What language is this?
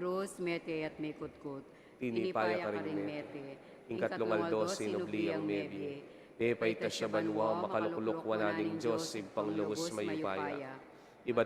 Pampanga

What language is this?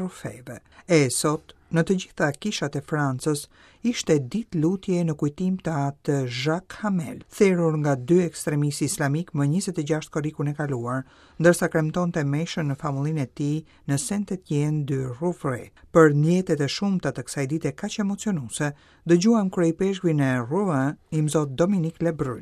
Albanian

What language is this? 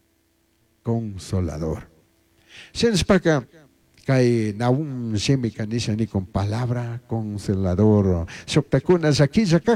Chimborazo Highland Quichua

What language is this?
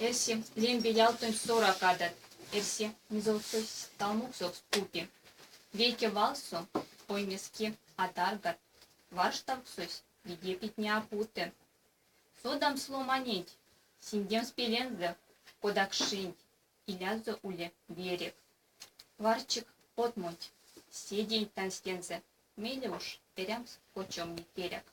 Erzya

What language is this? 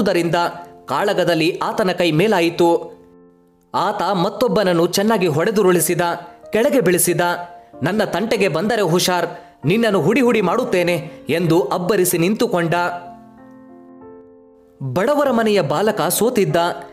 Kannada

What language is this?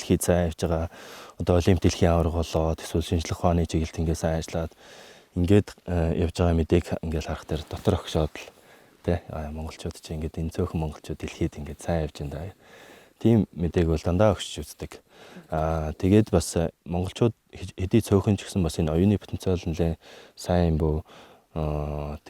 Mongolian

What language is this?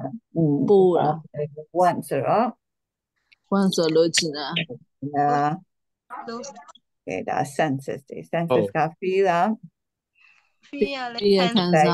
Burmese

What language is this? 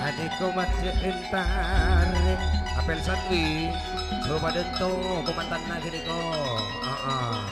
Madurese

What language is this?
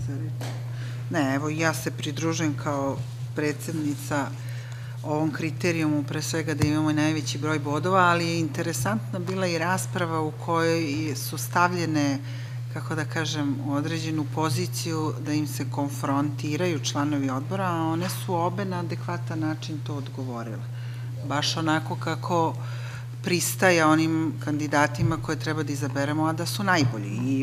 Serbian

